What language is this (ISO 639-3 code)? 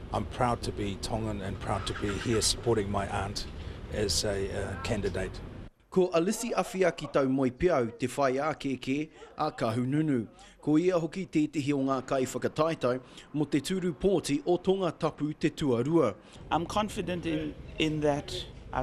mri